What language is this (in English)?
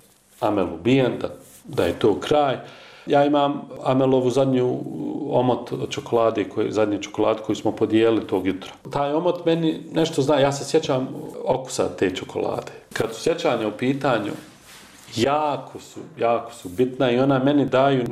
Bosnian